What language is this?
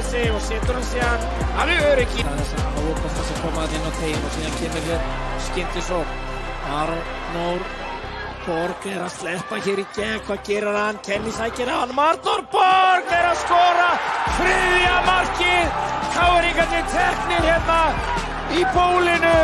Icelandic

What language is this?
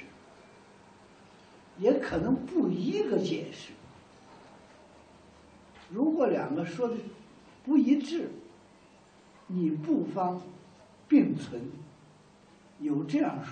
Chinese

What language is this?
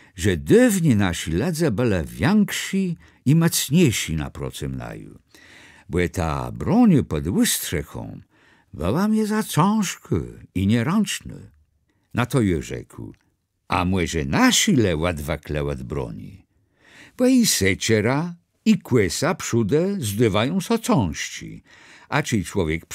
Kashubian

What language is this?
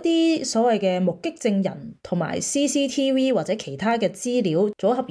Cantonese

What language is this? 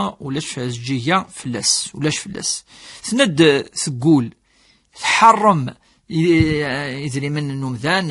Kabyle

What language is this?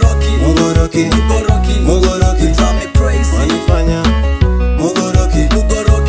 Swahili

